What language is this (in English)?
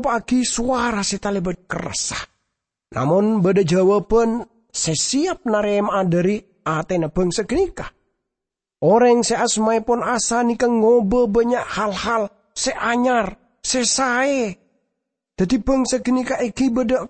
Madurese